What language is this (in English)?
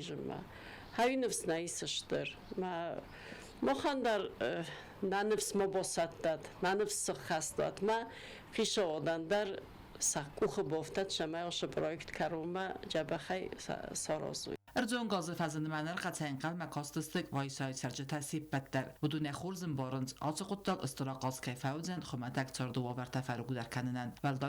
Ossetic